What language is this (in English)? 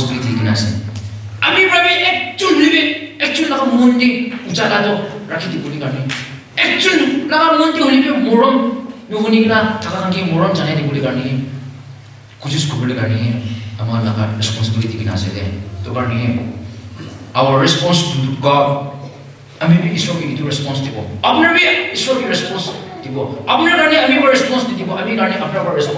Naga Pidgin